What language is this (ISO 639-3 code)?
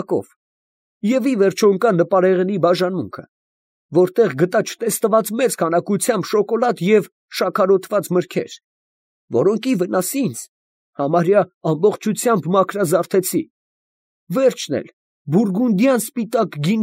hye